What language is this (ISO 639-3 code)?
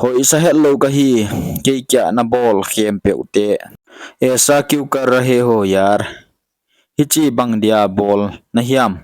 pck